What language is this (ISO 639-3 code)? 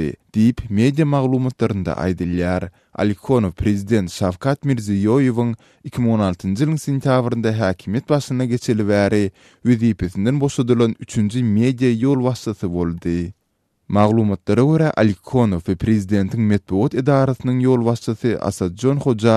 tuk